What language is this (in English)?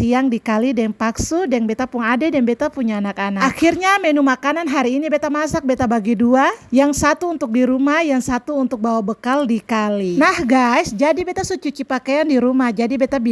Ambonese Malay